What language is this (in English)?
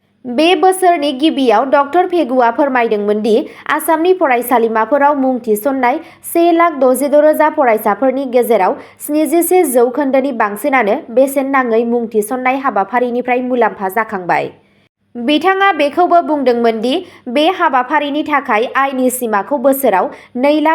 Bodo